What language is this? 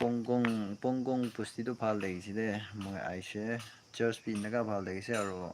Naga Pidgin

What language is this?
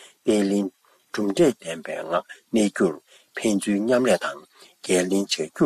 Tibetan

